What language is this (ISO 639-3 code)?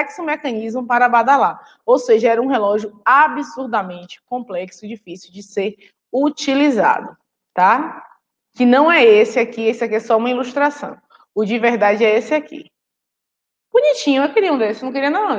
por